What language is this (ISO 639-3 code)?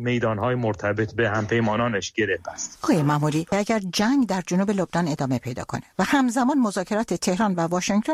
fas